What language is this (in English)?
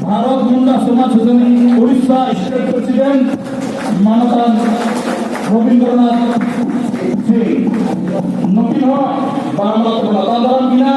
Santali